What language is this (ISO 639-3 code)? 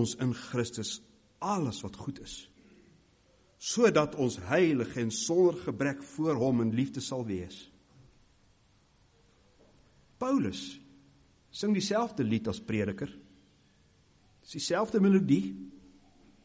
afr